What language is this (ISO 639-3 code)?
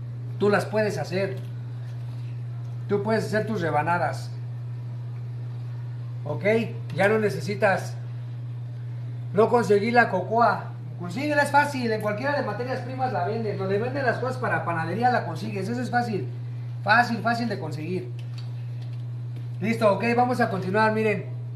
spa